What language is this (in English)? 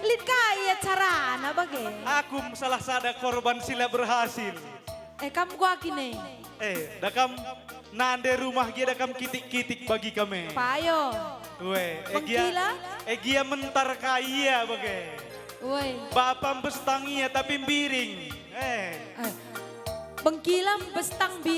Batak Karo